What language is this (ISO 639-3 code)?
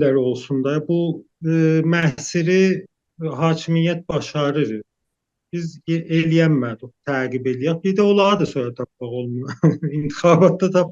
azb